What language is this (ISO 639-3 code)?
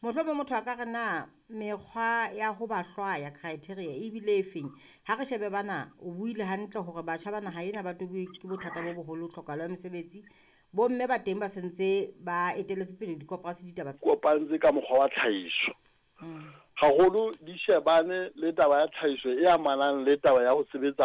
sot